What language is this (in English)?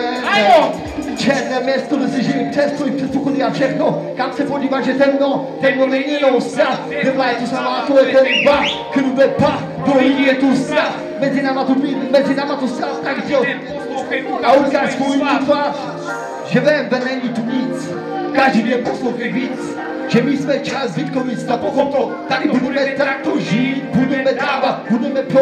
Czech